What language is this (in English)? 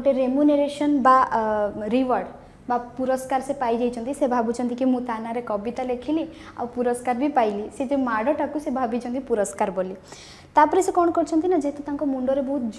Odia